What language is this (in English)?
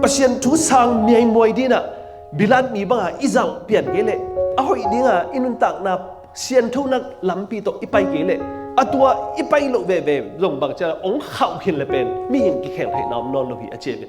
Tedim Chin